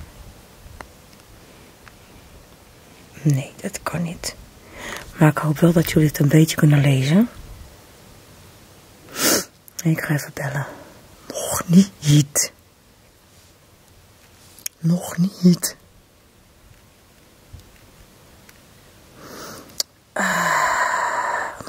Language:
Dutch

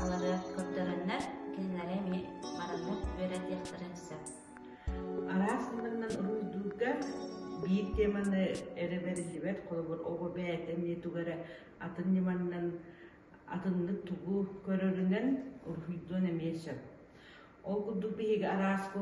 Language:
Yakut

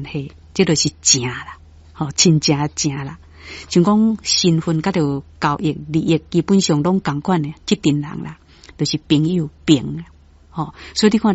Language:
Min Nan Chinese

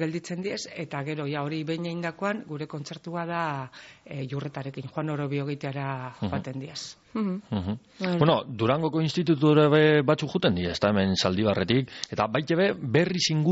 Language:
Basque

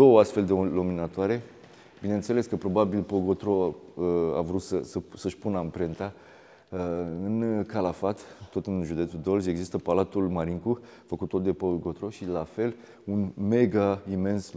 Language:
Romanian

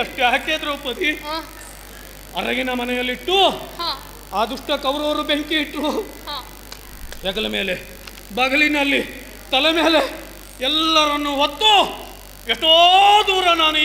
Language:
Kannada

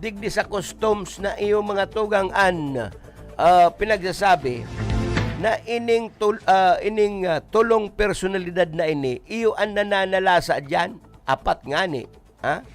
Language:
Bikol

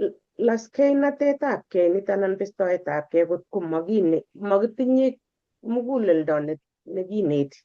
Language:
Kalenjin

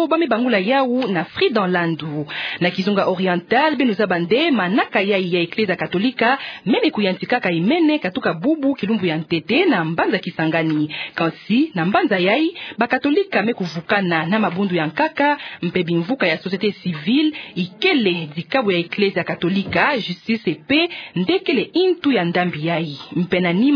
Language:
Kituba (Democratic Republic of Congo)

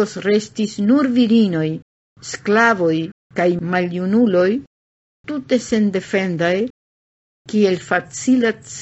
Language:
Esperanto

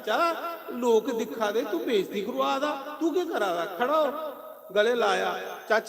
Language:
Dogri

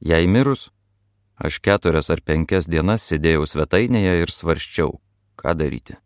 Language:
Lithuanian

